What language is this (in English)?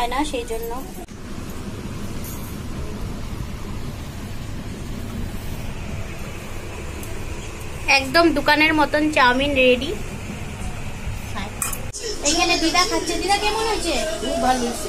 Bangla